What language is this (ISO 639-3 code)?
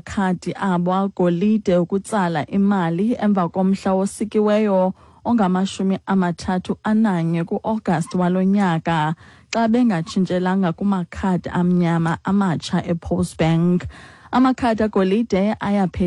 xho